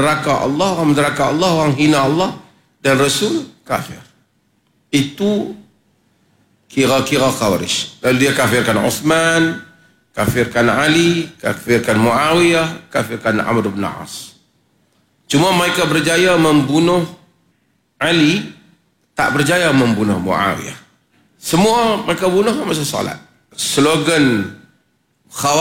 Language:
Malay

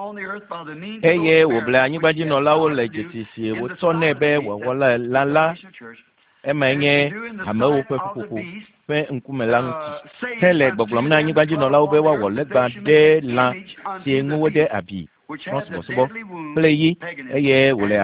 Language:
Ewe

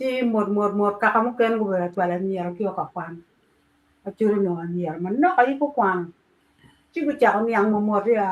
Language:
Acoli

